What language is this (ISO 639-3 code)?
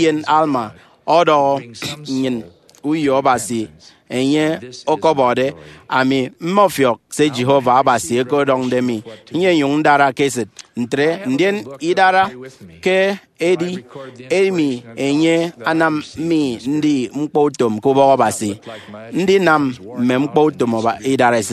efi